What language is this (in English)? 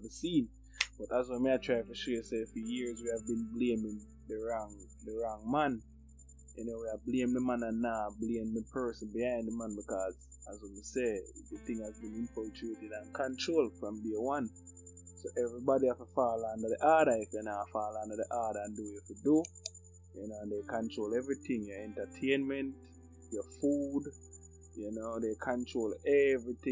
Jamaican Creole English